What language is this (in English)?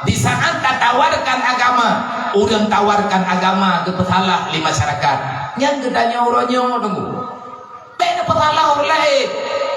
Achinese